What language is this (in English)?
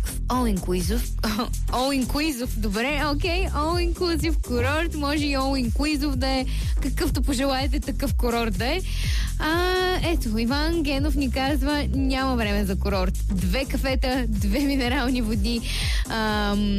Bulgarian